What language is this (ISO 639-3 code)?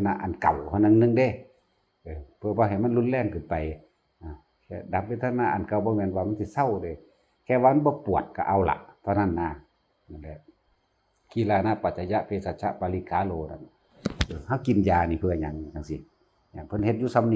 tts